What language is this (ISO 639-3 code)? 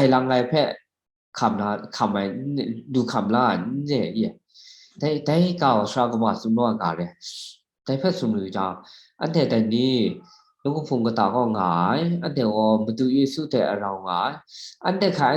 kac